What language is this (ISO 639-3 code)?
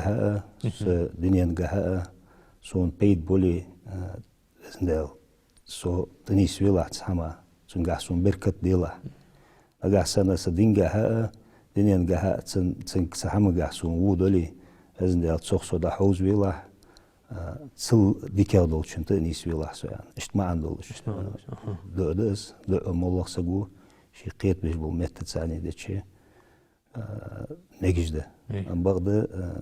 inh